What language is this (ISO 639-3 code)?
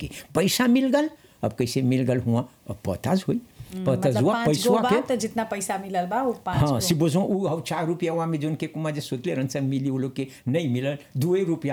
bho